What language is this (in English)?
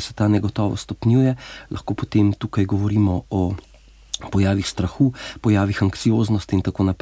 Slovenian